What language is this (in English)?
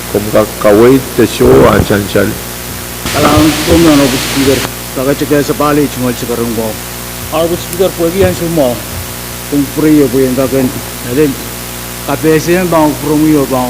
Pohnpeian